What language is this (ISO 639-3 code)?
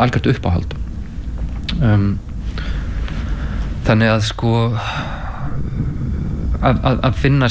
isl